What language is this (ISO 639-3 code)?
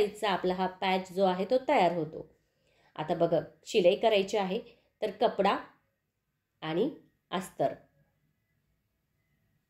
mar